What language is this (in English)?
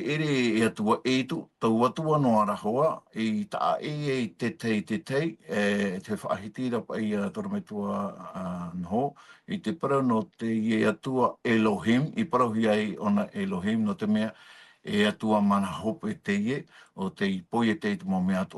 Tahitian